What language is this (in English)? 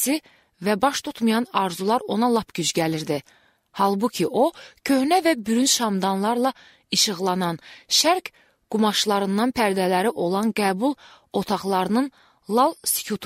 Azerbaijani